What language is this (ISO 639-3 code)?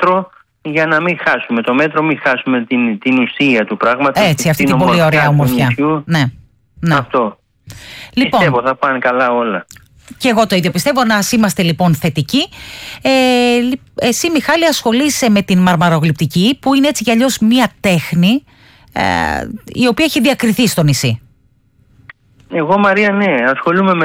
ell